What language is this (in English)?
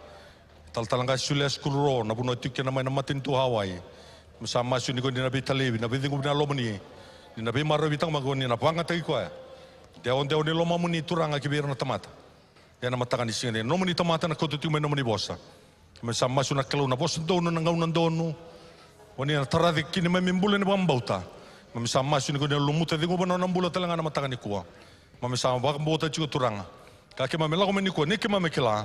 Fijian